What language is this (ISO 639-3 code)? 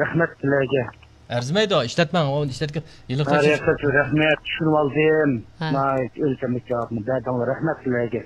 uig